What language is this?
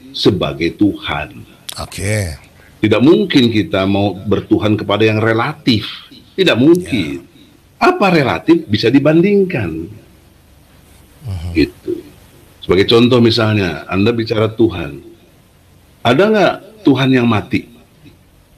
Indonesian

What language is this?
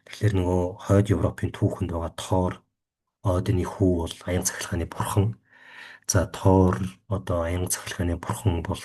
Mongolian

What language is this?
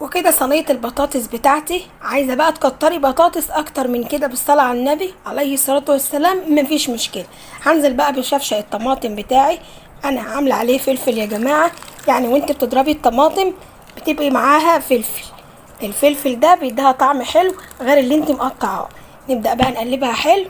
Egyptian Arabic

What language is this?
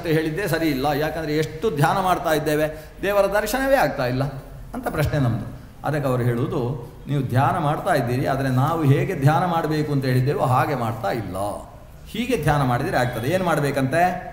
Kannada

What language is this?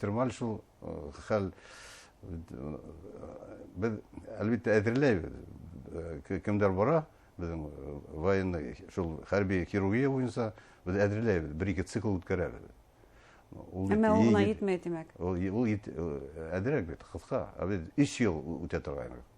Bashkir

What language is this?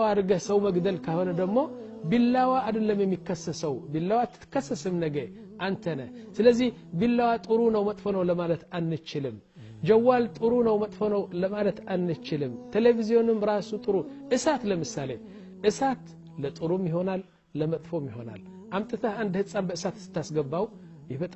Amharic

